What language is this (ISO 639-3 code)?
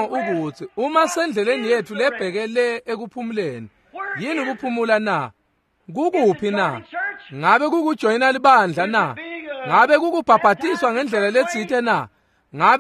ssw